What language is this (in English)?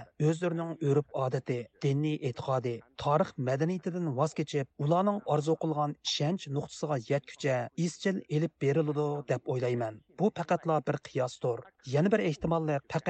Uyghur